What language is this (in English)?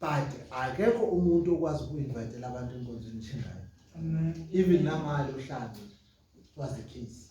Zulu